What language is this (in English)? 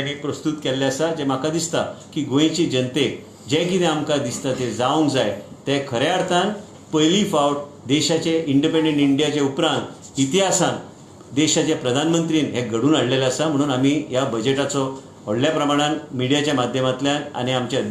Konkani